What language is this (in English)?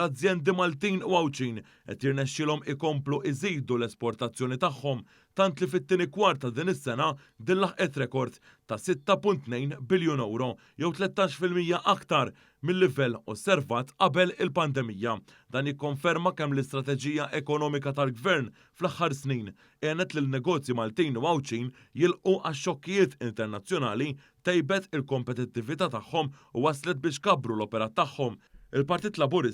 Maltese